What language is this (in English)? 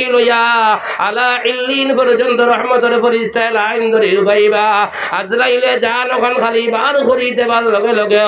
Sylheti